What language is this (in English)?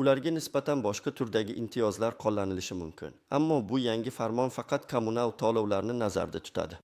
Uzbek